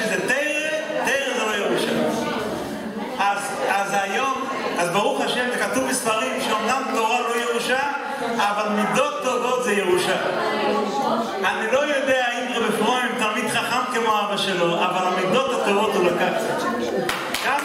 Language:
Hebrew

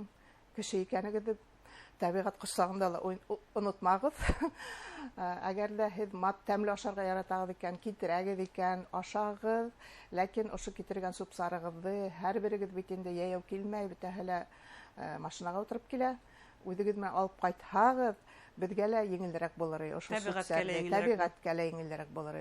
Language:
Bashkir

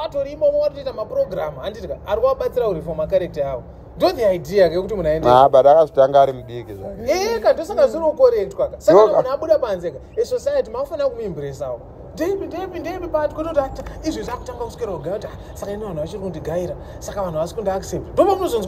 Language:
Shona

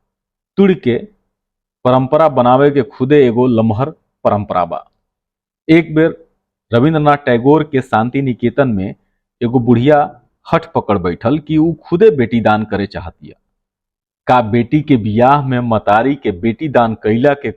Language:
Bhojpuri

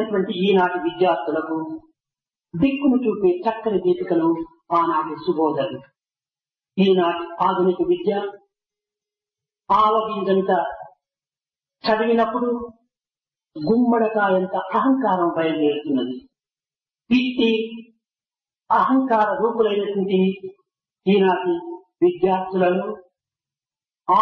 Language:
Telugu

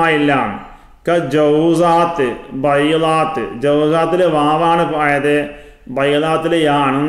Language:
Malayalam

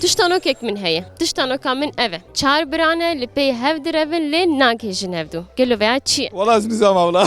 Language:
Kurdish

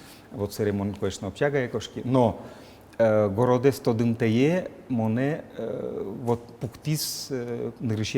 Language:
Udmurt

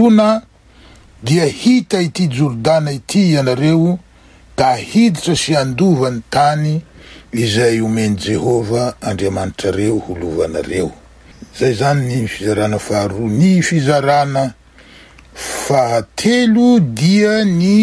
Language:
Malagasy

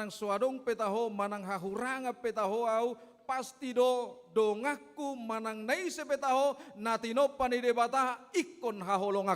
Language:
Batak Toba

